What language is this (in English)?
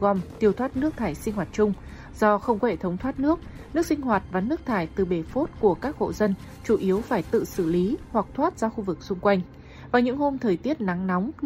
Vietnamese